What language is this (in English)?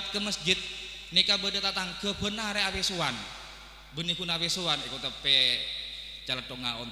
Madurese